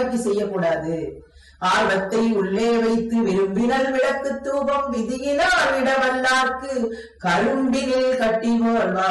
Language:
Tamil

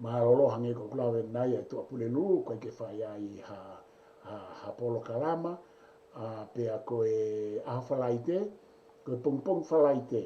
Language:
Tongan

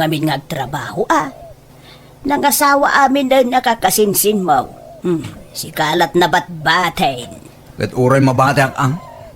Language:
Iloko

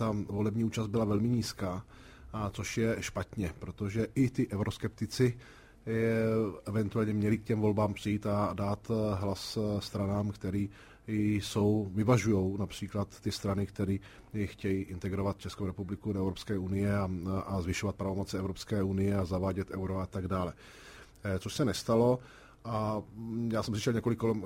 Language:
Czech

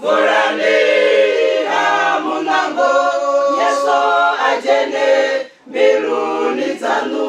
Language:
Venda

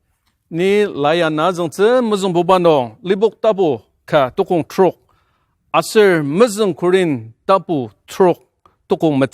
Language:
Ao Naga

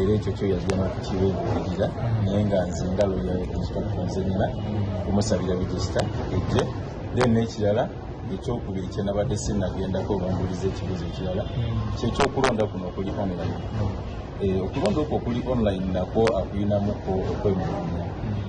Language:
Ganda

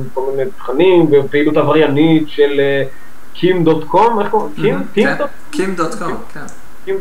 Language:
Hebrew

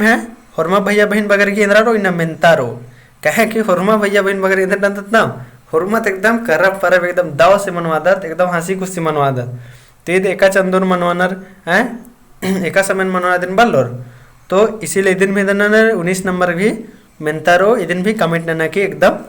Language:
Kurukh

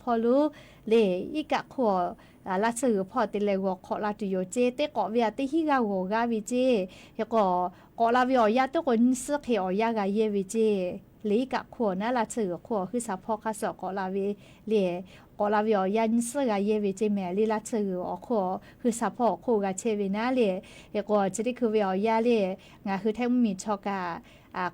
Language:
Lahu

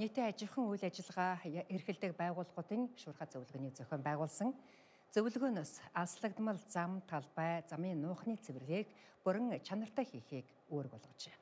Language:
Mongolian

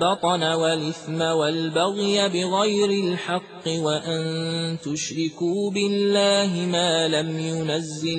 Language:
Arabic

